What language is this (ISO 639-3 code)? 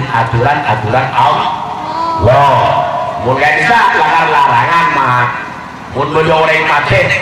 mad